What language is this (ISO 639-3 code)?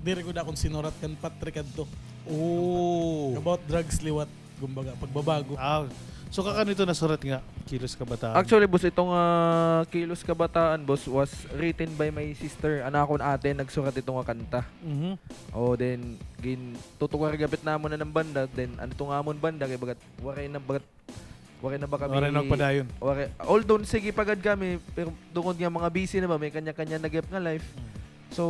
war